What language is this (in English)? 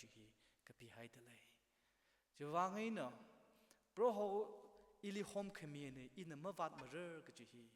Tangkhul Naga (India)